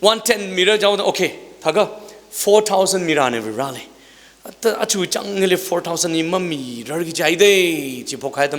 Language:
Tangkhul Naga (India)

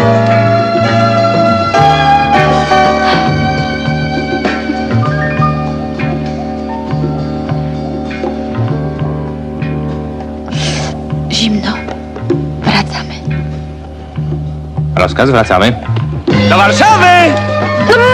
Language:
Polish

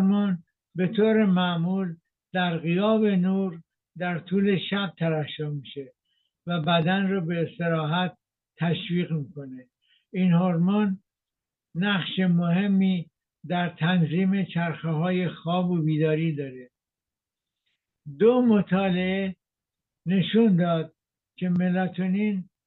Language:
Persian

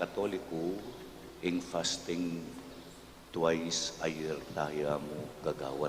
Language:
Pampanga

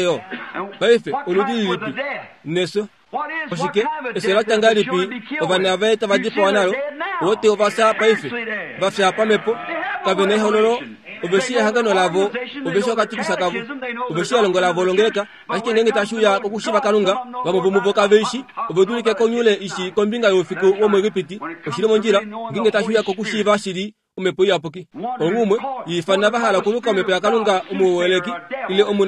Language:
Kuanyama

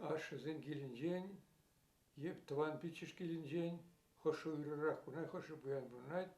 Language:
Chuvash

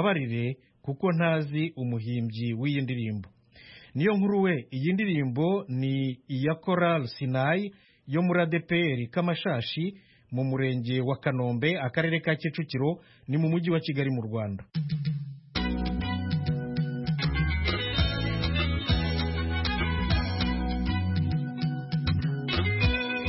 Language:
Kinyarwanda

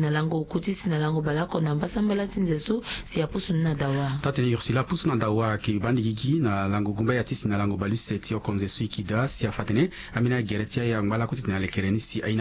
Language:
Sango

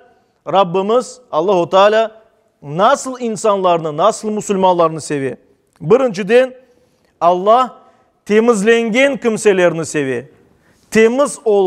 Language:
Crimean Tatar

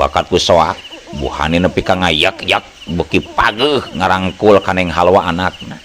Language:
Sundanese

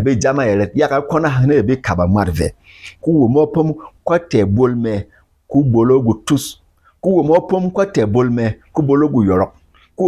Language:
Berom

